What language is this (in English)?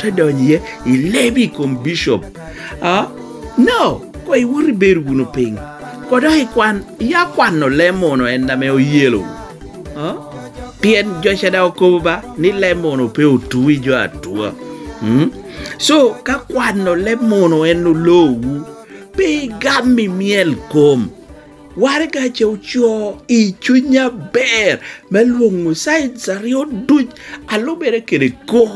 Lango (Uganda)